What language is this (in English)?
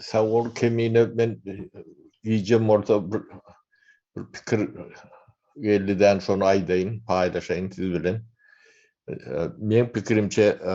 Turkmen